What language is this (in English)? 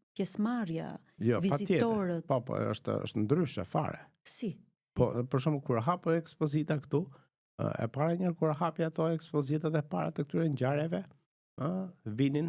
Albanian